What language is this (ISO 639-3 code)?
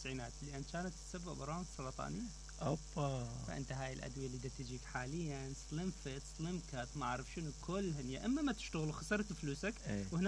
acm